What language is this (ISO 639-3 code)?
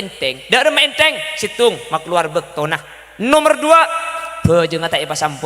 mad